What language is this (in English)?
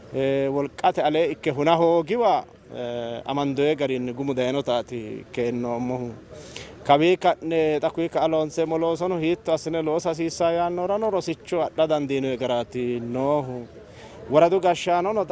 Sidamo